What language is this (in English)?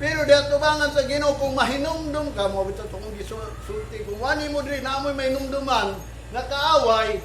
Cebuano